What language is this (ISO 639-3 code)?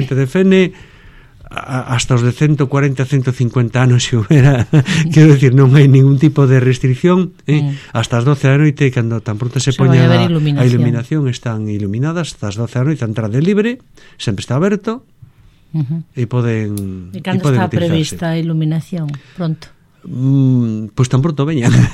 glg